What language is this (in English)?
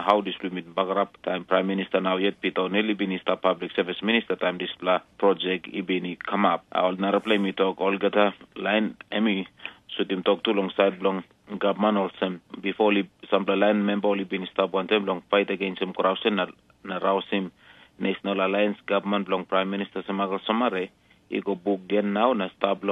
Tok Pisin